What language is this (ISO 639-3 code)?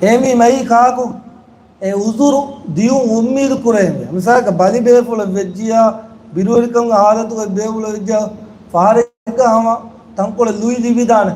div